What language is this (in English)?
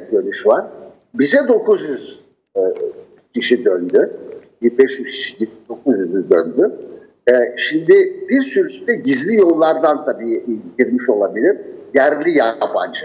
Turkish